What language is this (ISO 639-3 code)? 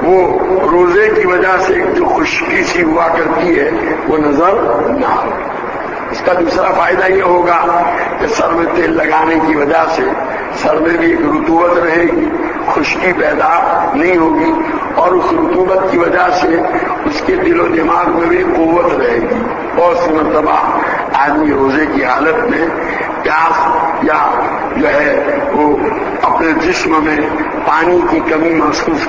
urd